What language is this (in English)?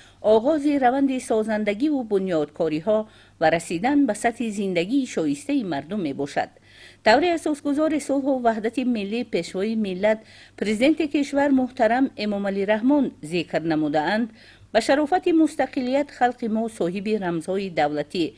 Tajik